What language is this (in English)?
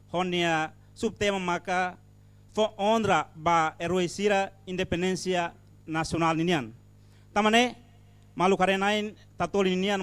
Tetum